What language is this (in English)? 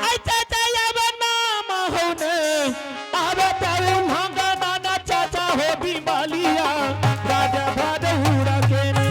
Angika